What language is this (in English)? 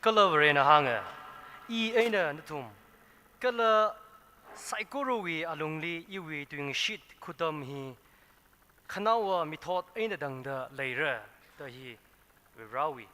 Tangkhul Naga (India)